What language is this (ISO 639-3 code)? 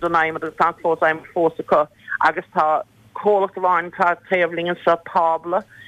gle